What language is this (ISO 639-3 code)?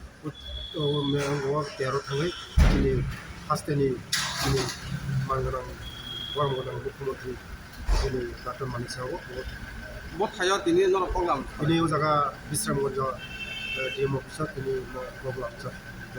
trp